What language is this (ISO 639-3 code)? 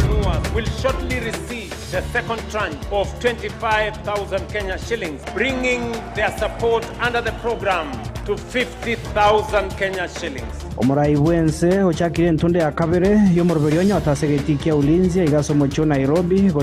guz